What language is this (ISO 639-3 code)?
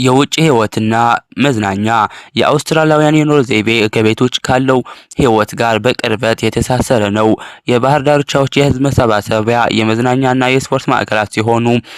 amh